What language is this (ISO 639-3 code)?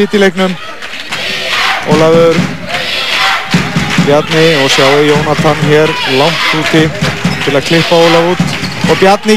isl